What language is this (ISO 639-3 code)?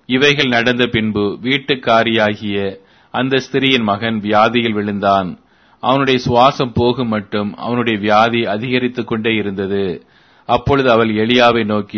tam